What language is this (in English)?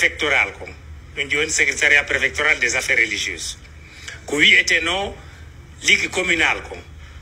Fula